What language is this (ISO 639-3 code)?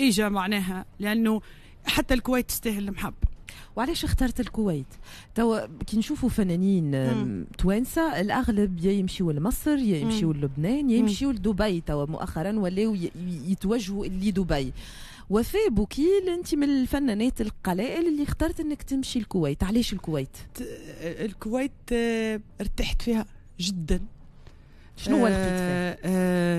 aeb